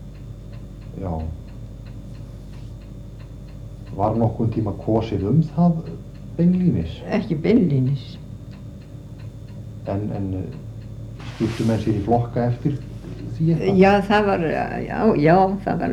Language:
Icelandic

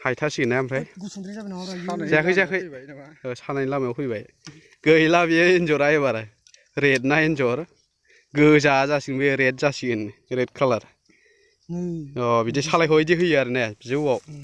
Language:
Bodo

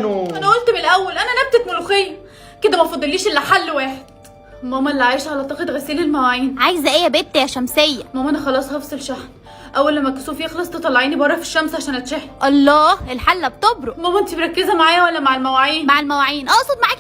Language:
Egyptian Arabic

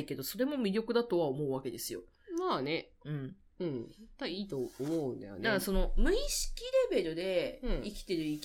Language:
Japanese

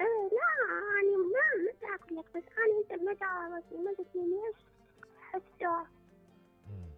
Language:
Mesopotamian Arabic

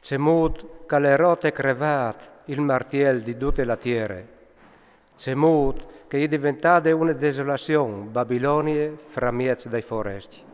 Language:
Friulian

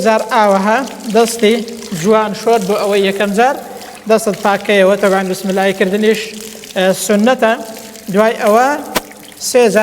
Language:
Central Kurdish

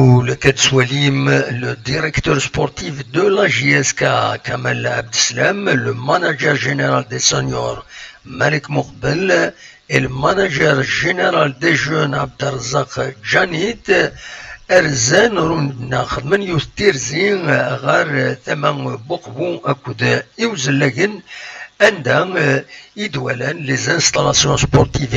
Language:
Kabyle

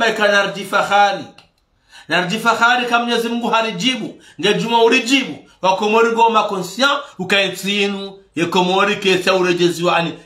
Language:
Ngazidja Comorian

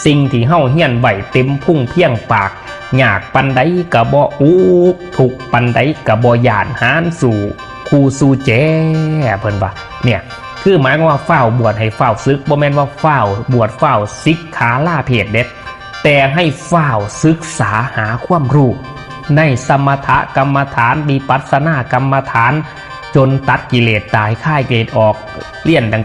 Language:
Northeastern Thai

